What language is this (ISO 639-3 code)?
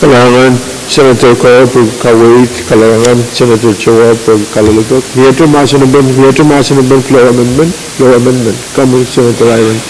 pon